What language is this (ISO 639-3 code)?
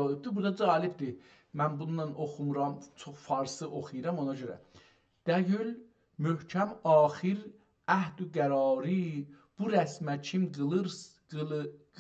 azb